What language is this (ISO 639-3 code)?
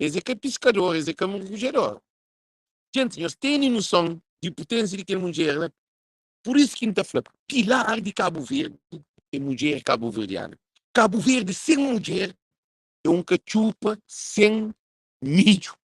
kea